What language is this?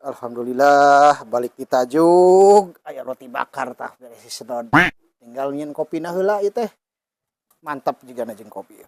Sundanese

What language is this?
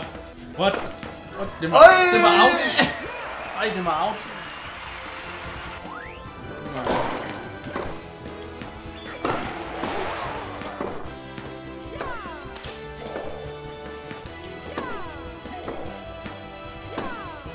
Danish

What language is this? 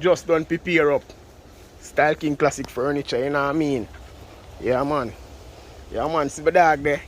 Jamaican Creole English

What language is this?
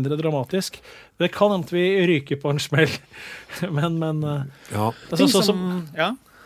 Norwegian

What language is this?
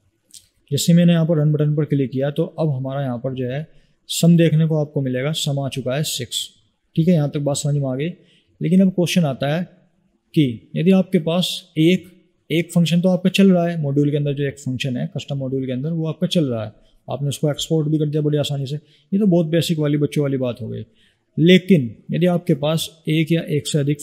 Hindi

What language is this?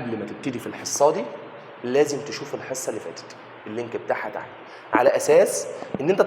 Egyptian Arabic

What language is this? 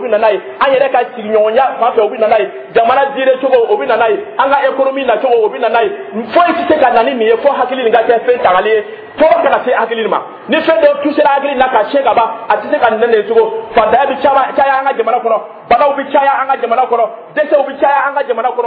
Dyula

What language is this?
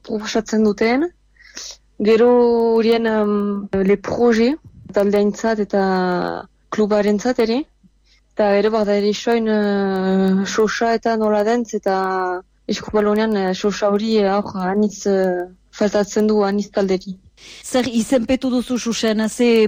Basque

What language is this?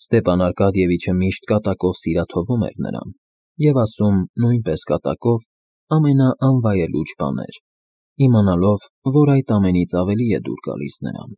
Armenian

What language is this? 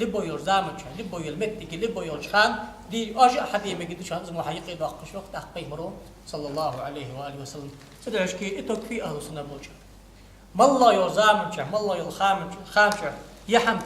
Ingush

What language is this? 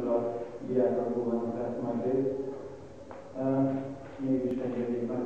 Hungarian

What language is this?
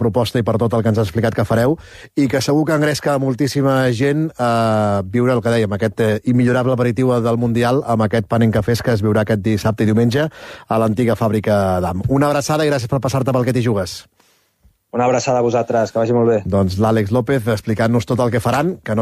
Catalan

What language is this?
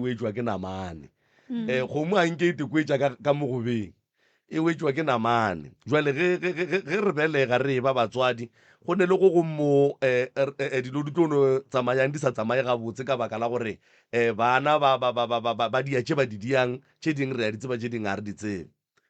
Northern Sotho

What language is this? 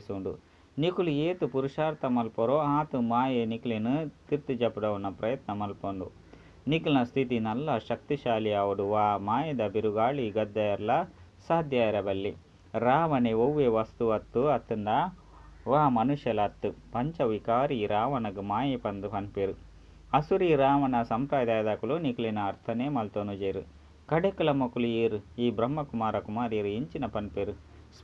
Tulu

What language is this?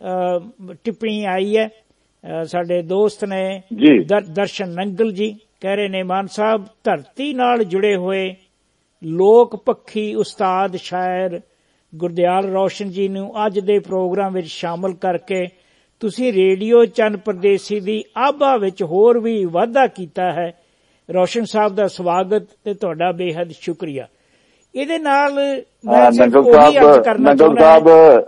Punjabi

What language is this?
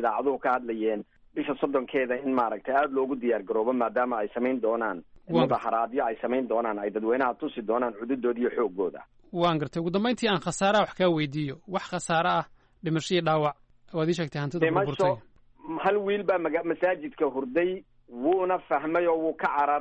Somali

